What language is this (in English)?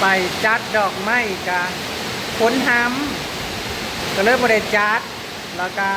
Northeastern Thai